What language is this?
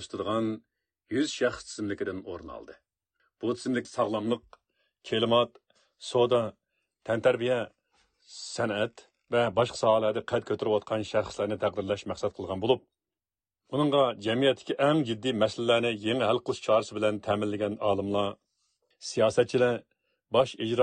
Uyghur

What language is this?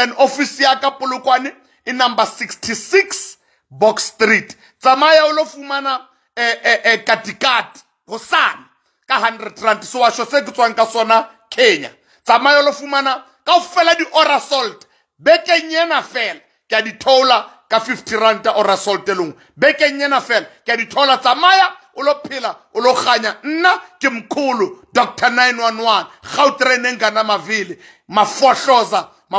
Southern Sotho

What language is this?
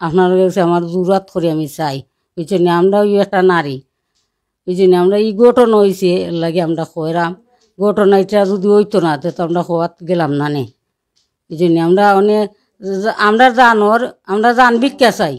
Sylheti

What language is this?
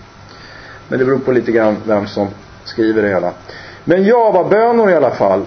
Swedish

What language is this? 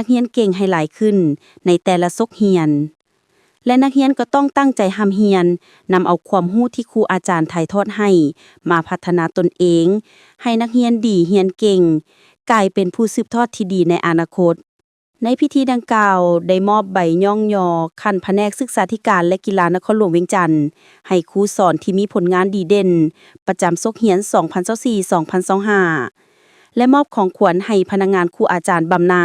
Lao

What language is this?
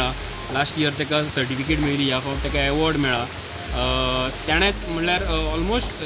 Konkani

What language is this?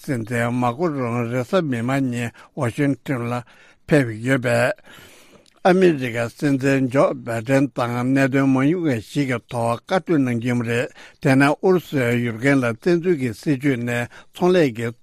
Tibetan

